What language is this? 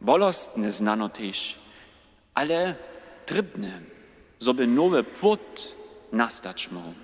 Upper Sorbian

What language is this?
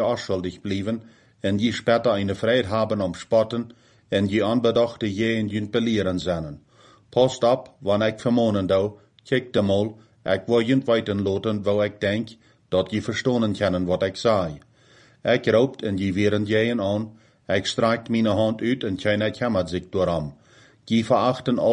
Plautdietsch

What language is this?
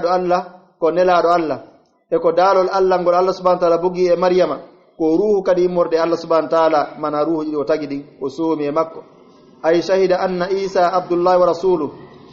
Pular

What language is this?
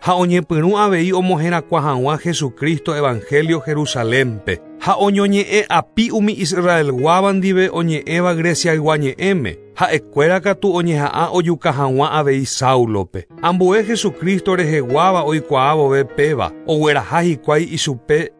Guarani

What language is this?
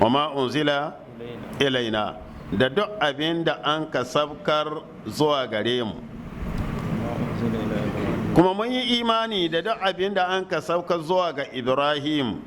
Hausa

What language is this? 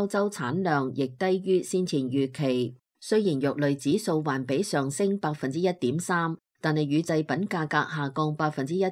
Cantonese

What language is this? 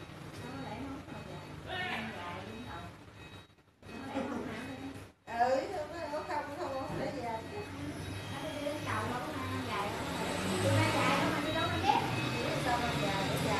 Vietnamese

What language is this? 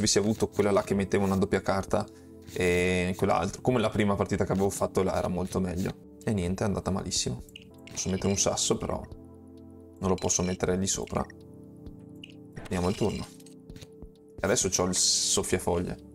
Italian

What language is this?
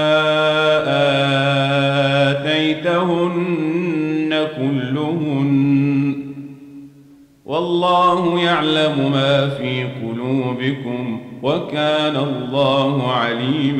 Arabic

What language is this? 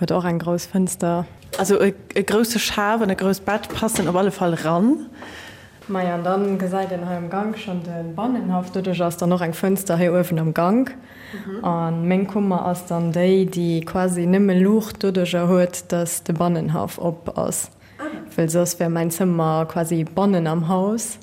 Luxembourgish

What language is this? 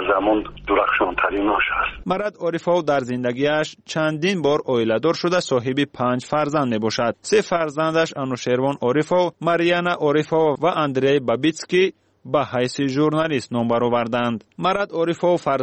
Tajik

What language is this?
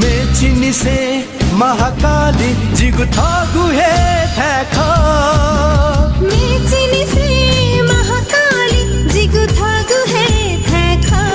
Newari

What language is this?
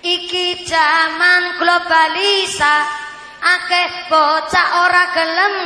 Javanese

